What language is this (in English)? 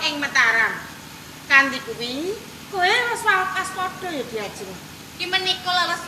Javanese